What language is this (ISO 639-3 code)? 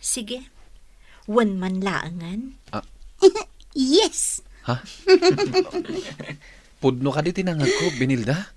ilo